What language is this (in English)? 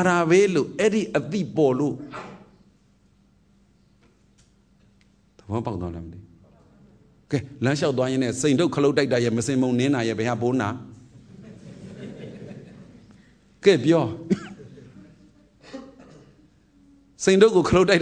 Burmese